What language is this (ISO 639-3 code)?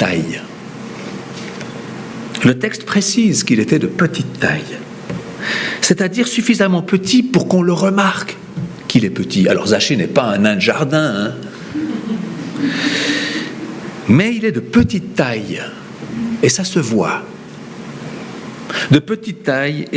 fra